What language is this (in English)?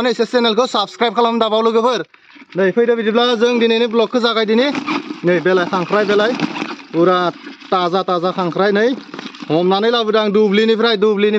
Bodo